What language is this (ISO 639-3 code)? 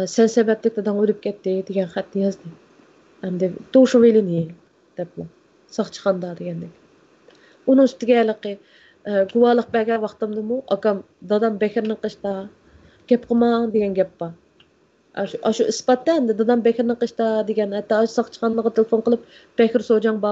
uig